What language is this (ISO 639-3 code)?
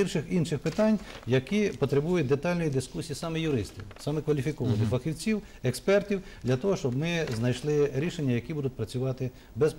ukr